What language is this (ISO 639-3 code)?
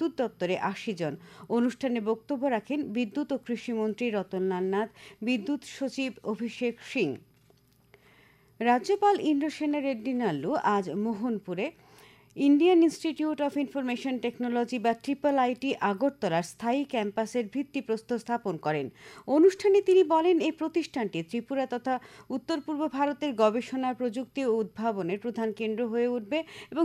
ben